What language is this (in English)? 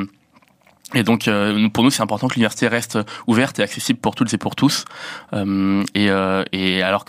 French